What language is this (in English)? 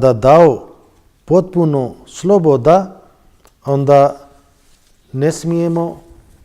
Bosnian